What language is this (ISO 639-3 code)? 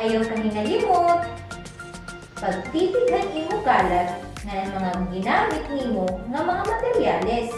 war